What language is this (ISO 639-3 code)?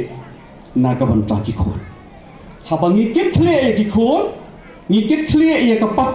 kha